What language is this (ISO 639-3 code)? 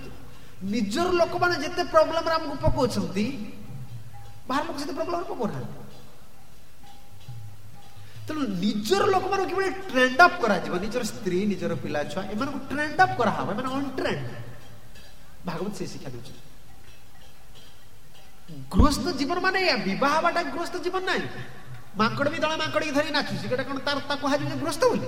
ori